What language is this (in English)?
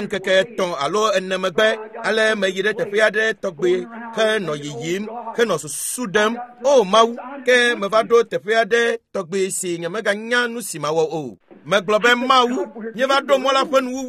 Ewe